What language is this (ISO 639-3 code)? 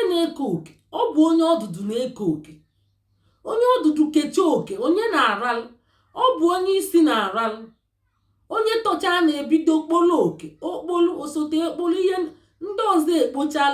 ibo